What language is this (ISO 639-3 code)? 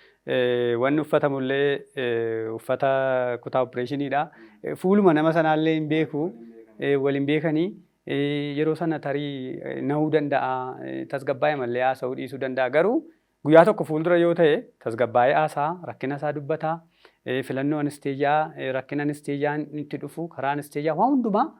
orm